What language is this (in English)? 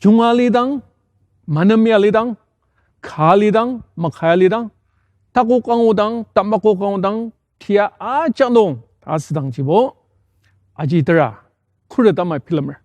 Ao Naga